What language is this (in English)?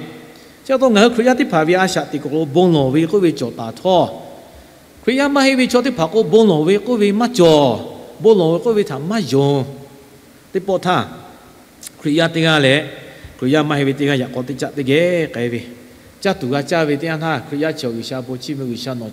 Lahu